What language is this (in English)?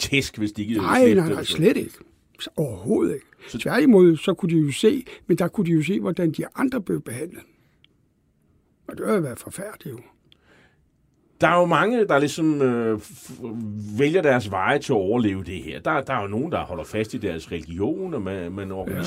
Danish